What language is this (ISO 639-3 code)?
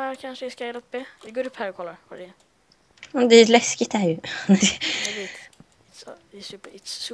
swe